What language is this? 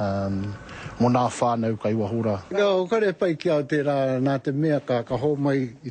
Māori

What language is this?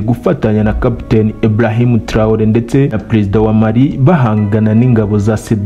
Kinyarwanda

